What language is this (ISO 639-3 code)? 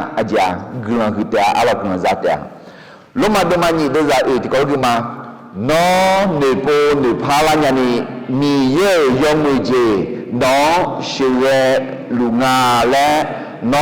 ahk